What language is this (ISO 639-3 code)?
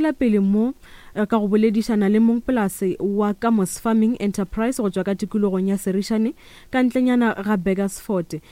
nso